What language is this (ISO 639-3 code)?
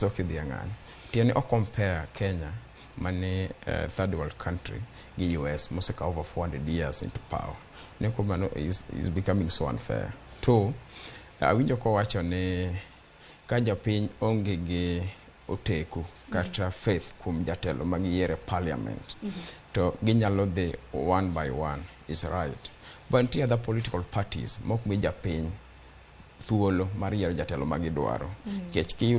luo